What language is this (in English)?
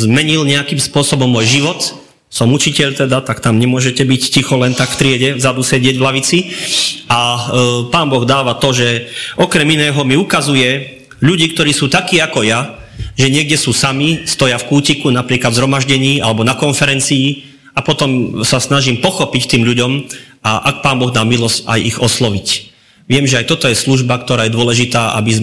Slovak